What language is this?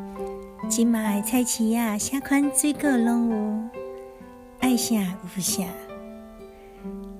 Min Nan Chinese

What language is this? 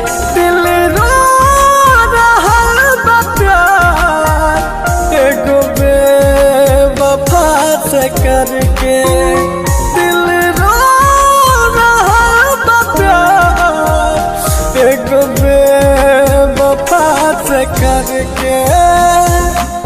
Bhojpuri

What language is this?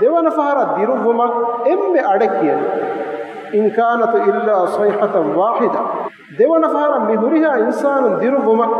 Divehi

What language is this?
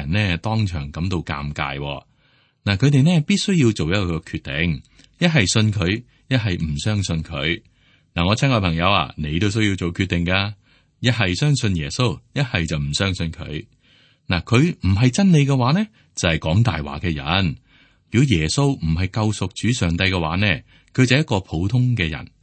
Cantonese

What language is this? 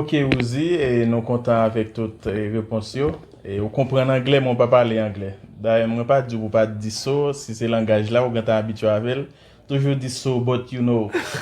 Haitian Creole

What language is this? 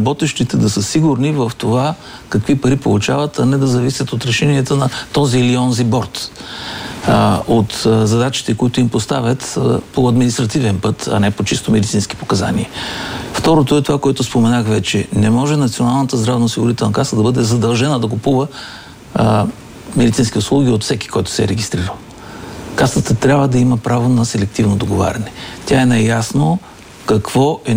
Bulgarian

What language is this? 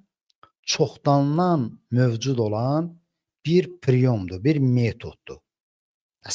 Azerbaijani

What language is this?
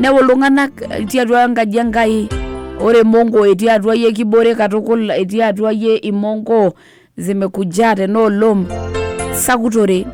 Masai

